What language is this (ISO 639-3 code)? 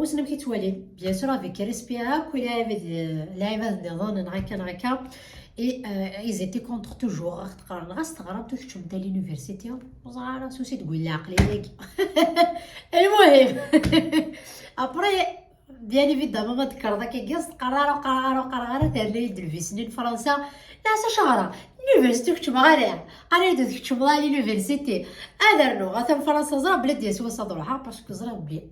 kab